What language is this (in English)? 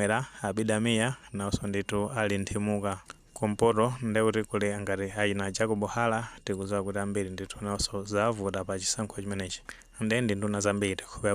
Nyanja